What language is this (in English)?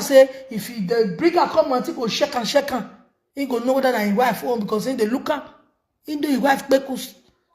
Nigerian Pidgin